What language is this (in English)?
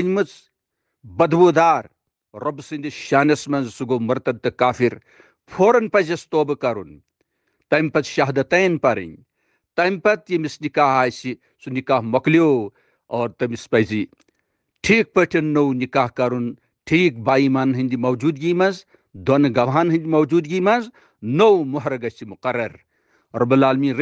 Kashmiri